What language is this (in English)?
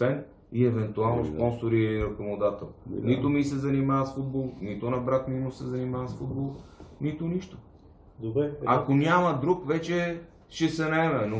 Bulgarian